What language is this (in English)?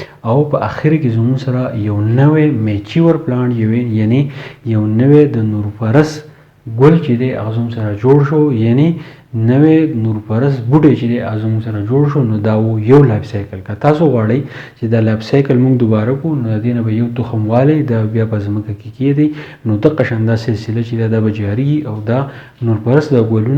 Pashto